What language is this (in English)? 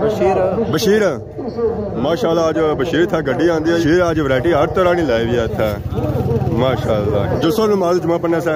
Pahari-Potwari